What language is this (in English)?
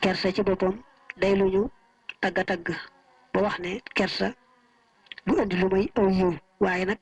Wolof